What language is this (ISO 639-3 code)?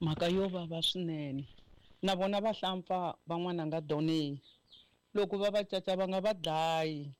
tso